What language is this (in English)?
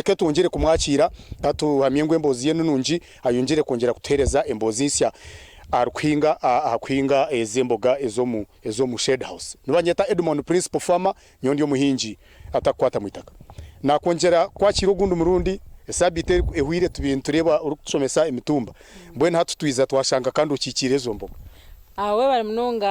Nyankole